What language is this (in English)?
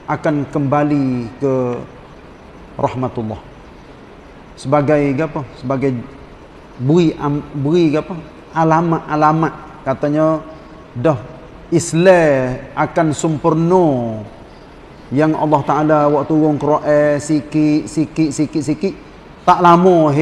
Malay